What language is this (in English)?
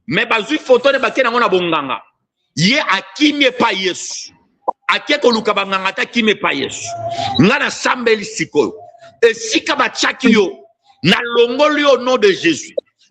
Lingala